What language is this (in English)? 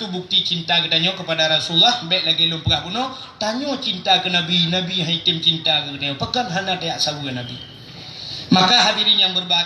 Achinese